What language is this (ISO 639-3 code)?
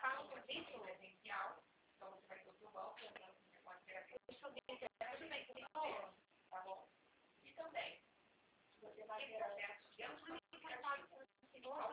por